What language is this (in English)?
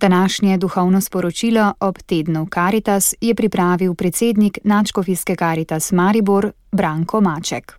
Slovenian